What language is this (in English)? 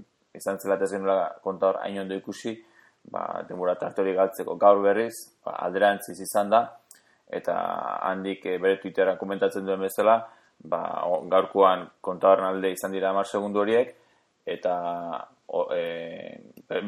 Basque